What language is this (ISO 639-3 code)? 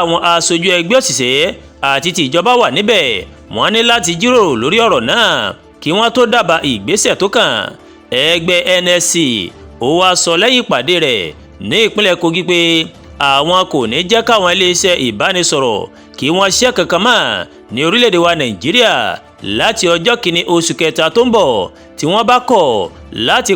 yor